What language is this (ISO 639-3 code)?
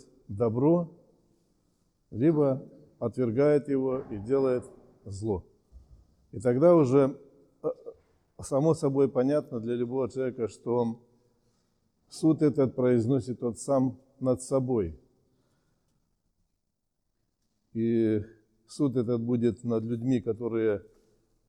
rus